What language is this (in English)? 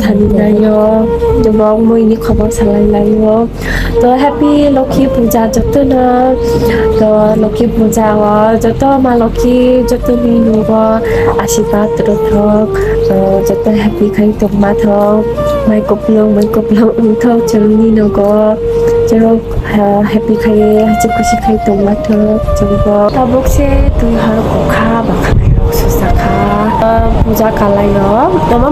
Kok Borok